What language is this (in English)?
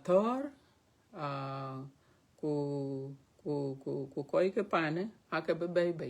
Dinka